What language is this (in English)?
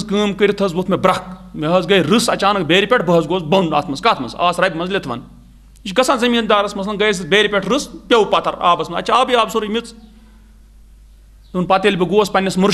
Kashmiri